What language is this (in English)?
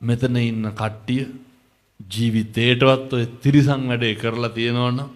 Sinhala